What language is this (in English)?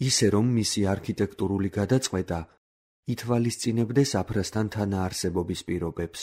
Georgian